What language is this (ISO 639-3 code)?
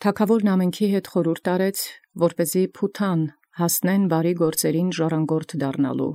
hye